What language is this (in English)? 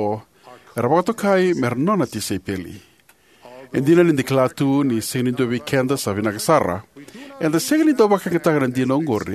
Fijian